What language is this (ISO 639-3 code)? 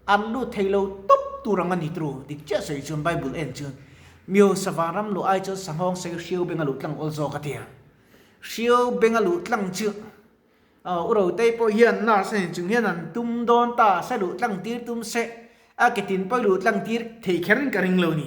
lus